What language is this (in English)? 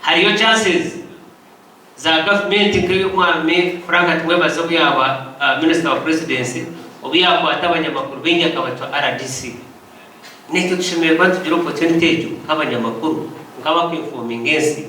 Nyankole